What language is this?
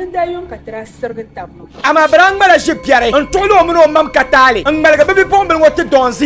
Dagbani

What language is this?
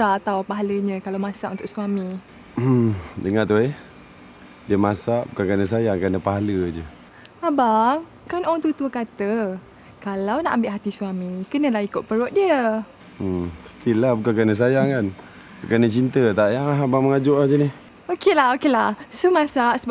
Malay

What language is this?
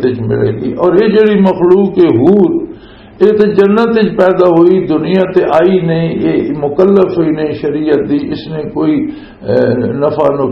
Western Panjabi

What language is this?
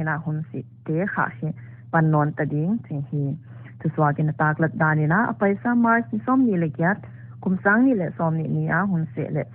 Paite Chin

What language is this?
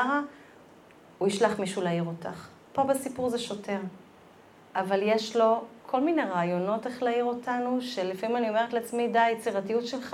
Hebrew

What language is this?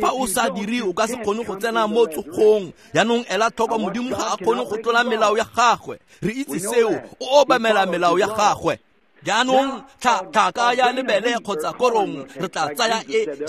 Tswana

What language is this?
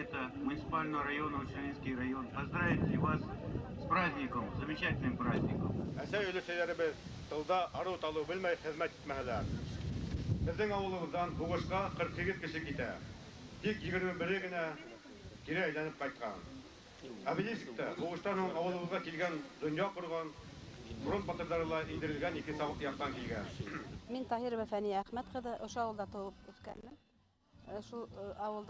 Bashkir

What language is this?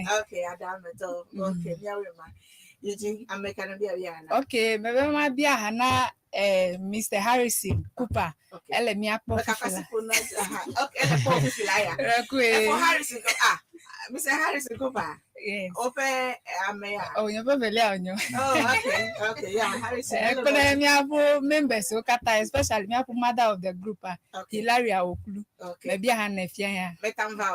Ewe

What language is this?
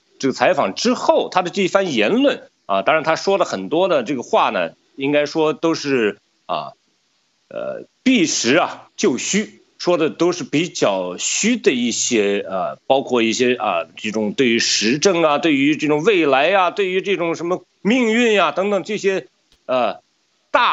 Chinese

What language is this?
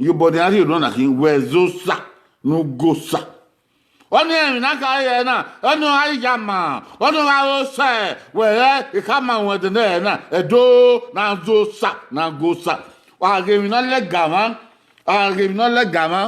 Bini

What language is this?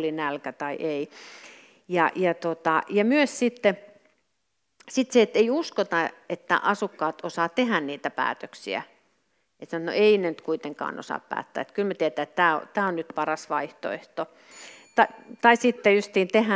Finnish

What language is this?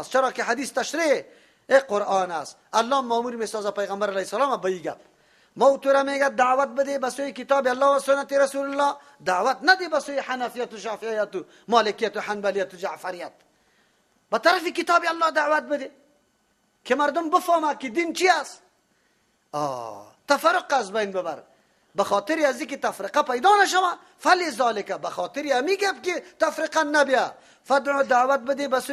Persian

